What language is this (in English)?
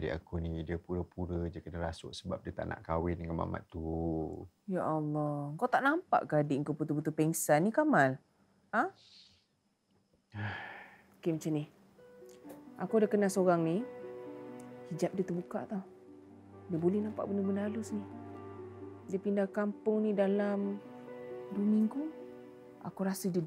Malay